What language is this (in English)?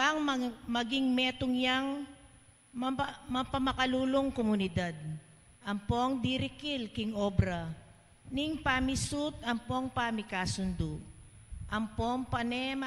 Pampanga